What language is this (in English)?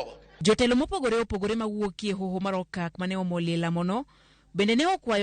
Luo (Kenya and Tanzania)